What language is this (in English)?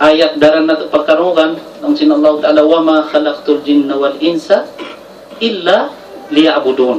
Tausug